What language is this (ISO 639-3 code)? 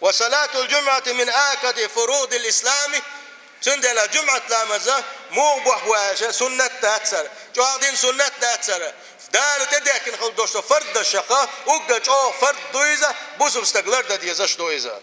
che